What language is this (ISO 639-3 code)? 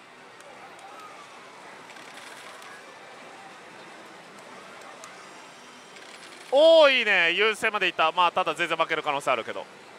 jpn